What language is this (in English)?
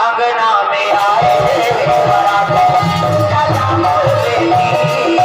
Chhattisgarhi